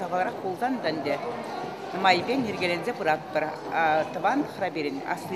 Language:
Chuvash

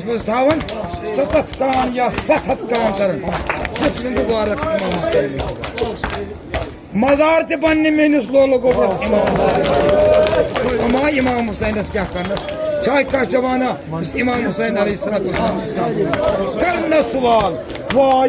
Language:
Kashmiri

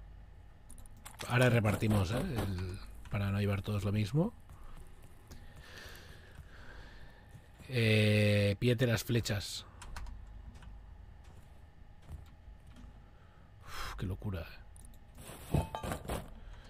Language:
Spanish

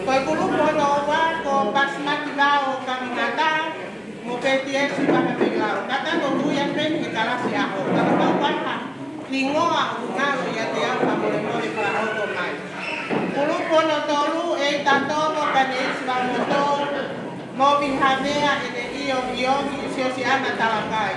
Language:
Tongan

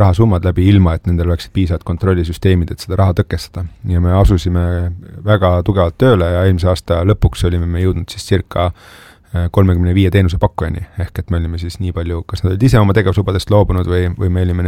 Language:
Estonian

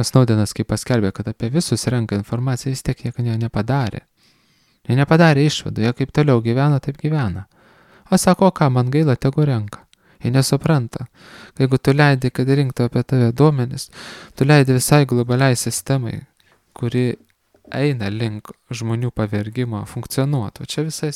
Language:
Lithuanian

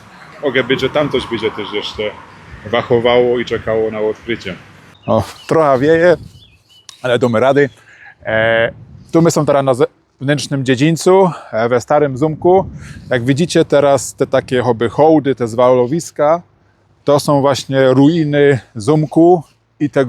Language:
Silesian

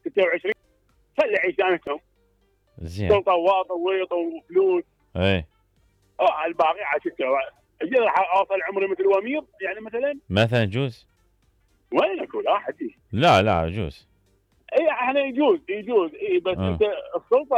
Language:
Mesopotamian Arabic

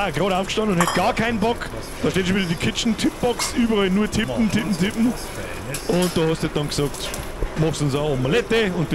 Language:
Bavarian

